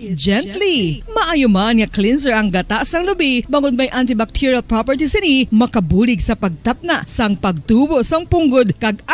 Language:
Hiligaynon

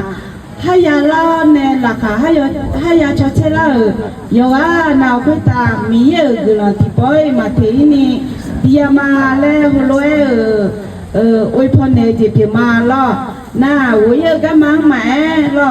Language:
Akha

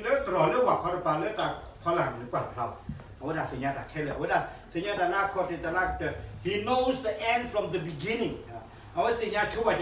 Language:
S'gaw Karen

